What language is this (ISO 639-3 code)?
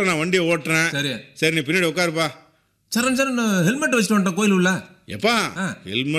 tam